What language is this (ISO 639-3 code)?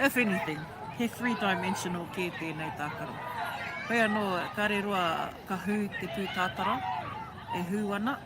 mri